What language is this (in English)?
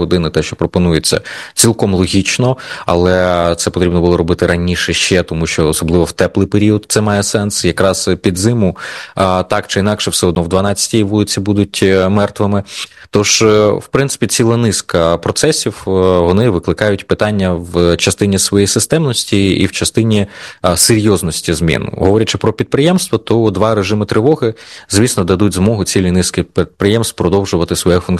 Ukrainian